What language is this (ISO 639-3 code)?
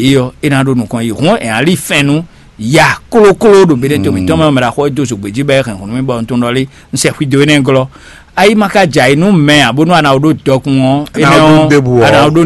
fon